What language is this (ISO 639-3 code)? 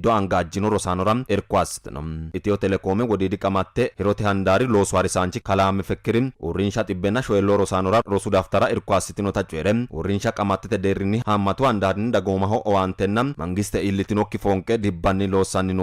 sid